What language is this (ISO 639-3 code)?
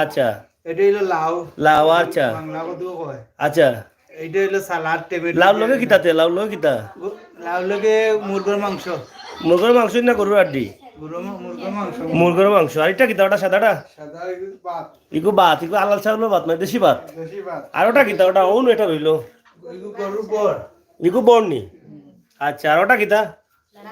syl